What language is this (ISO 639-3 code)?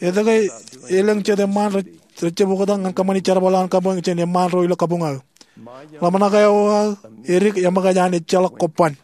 mah